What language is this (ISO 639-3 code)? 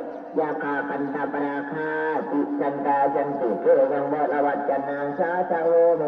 tts